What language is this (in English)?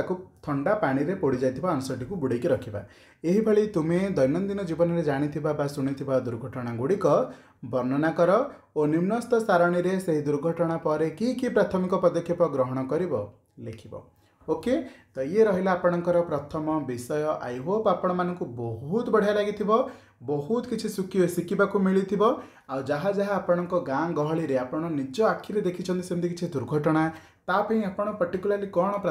Odia